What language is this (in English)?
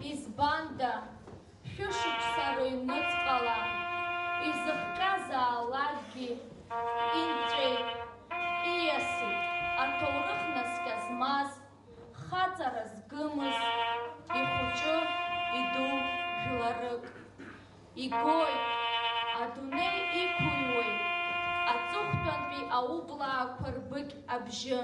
Abkhazian